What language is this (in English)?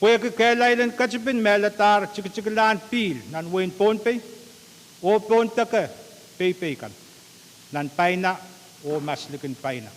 Pohnpeian